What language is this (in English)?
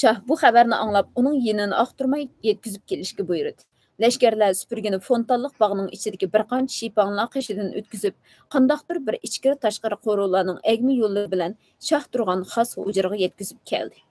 Uyghur